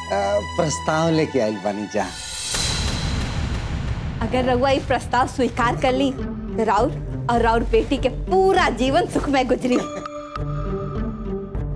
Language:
Bhojpuri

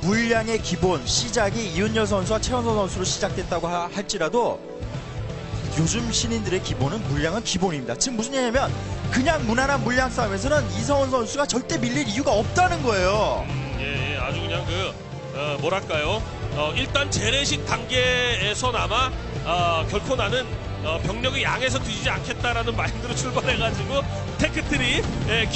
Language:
Korean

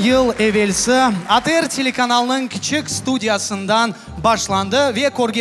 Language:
Crimean Tatar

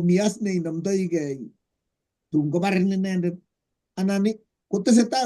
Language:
Kalenjin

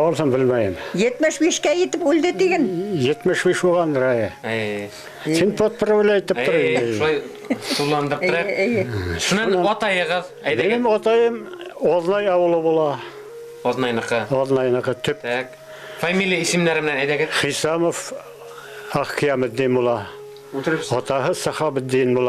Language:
Bashkir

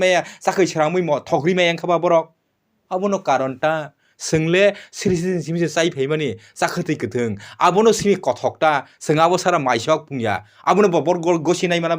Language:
Kok Borok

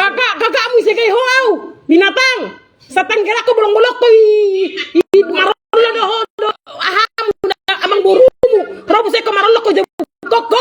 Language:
Batak Toba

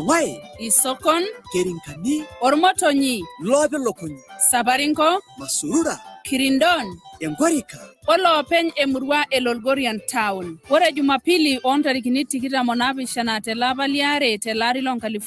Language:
Masai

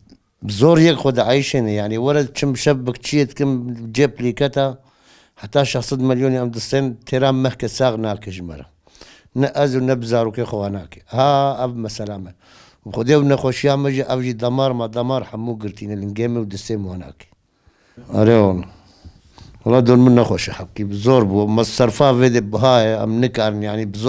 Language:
Kurdish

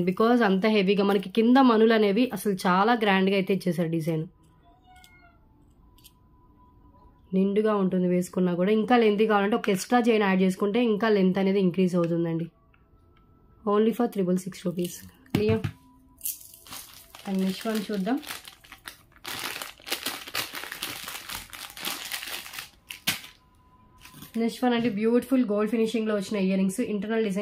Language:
Telugu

